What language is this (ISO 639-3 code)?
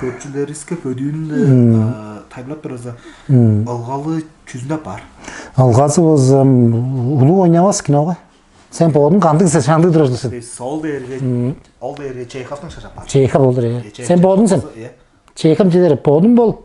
tyv